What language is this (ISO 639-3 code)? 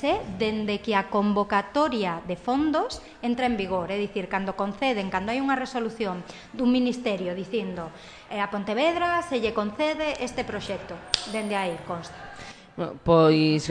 glg